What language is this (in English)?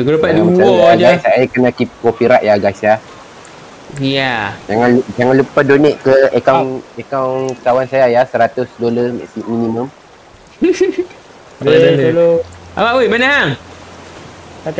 Malay